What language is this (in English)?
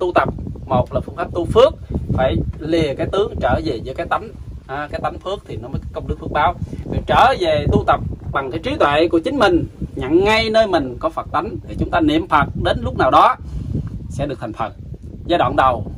Vietnamese